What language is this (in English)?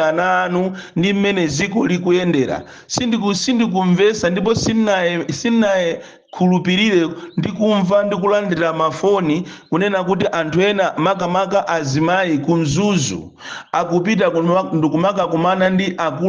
Nyanja